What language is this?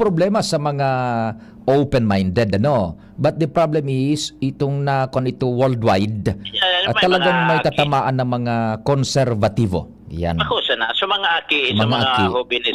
Bikol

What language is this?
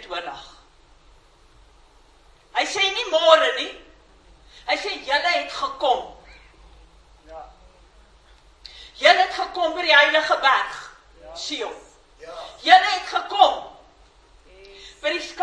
Afrikaans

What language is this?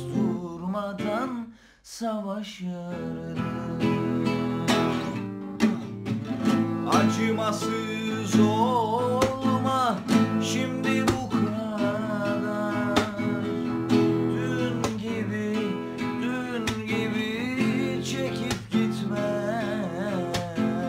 Turkish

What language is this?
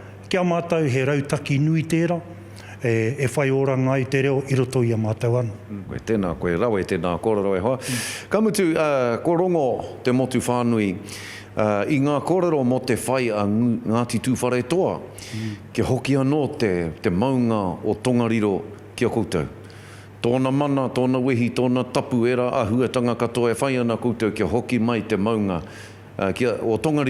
Māori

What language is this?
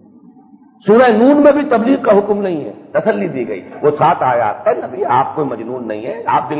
Urdu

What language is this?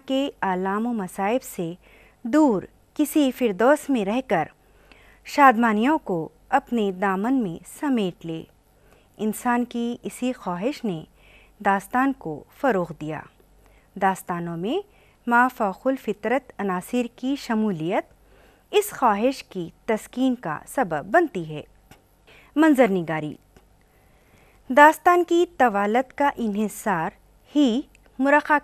Urdu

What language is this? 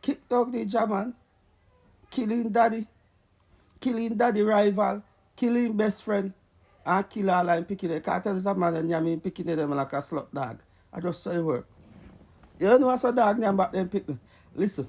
Jamaican Creole English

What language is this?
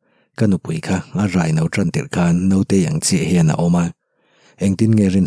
Mizo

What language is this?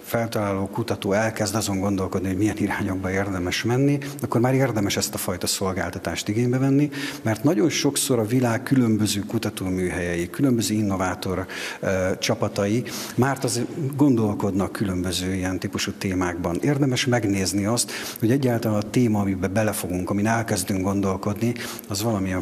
Hungarian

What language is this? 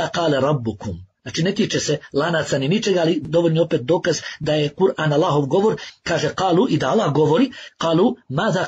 Bosnian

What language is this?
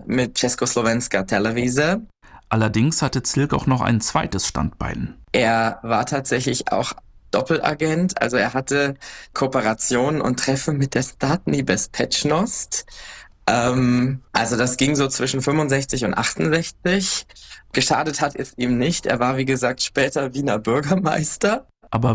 German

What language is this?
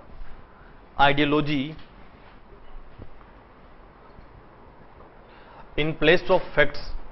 Hindi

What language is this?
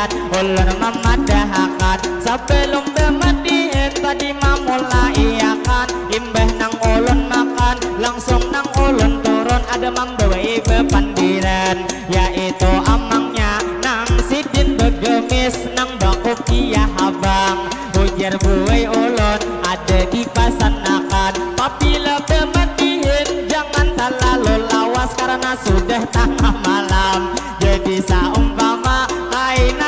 Banjar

